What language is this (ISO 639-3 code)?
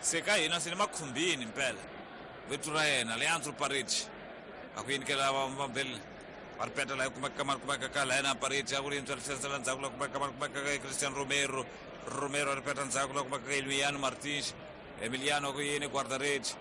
tso